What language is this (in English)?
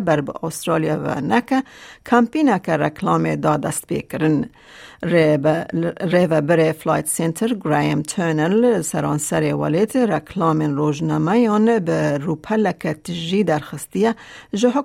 Kurdish